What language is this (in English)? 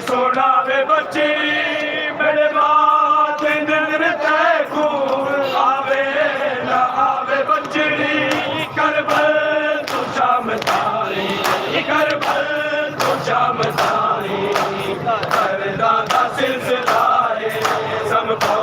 Saraiki